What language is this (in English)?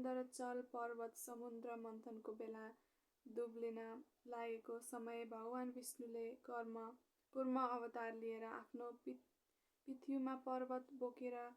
Nepali